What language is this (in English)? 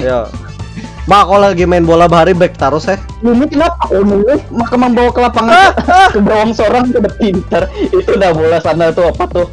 Banjar